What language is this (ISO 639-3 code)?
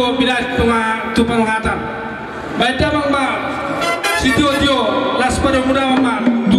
bbc